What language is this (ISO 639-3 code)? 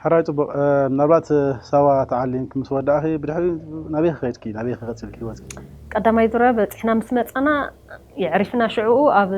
tir